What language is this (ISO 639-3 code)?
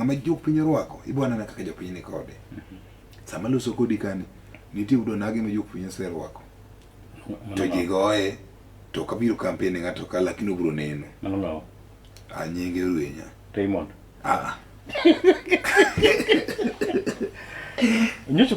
luo